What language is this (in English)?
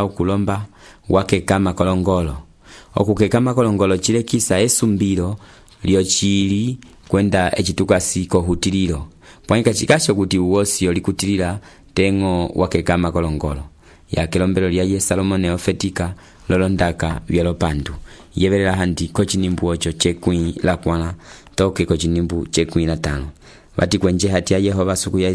Umbundu